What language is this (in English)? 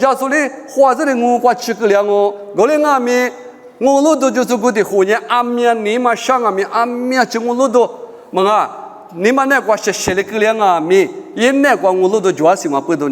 Lisu